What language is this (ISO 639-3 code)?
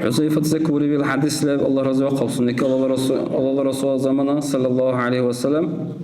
dar